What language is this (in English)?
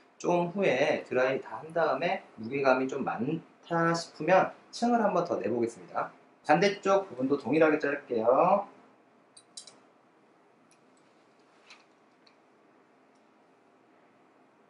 Korean